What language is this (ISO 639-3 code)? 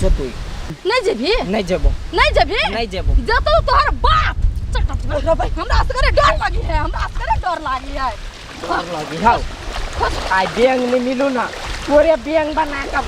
mai